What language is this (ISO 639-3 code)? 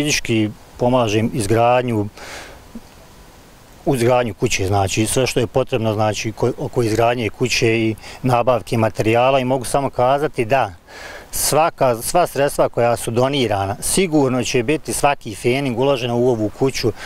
bos